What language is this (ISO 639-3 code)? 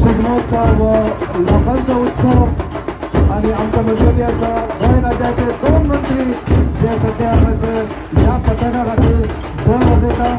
kok